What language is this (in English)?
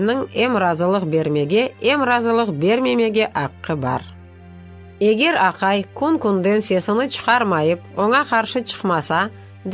Crimean Tatar